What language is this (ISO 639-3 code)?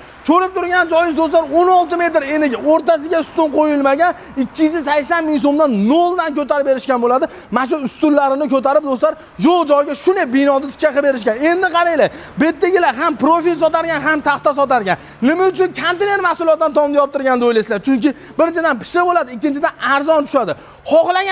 uzb